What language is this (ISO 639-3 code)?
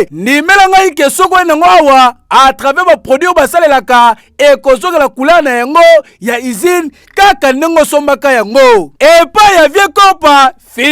lin